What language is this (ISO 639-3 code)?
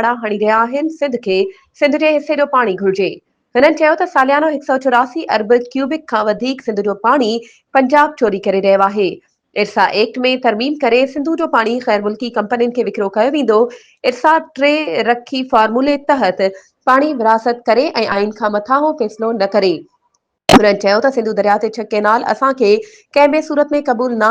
snd